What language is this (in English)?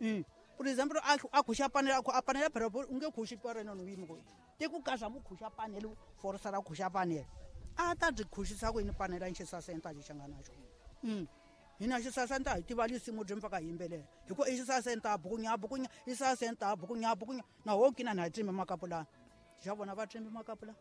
Tsonga